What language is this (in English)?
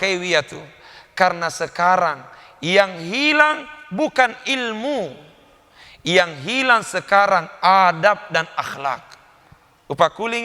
Buginese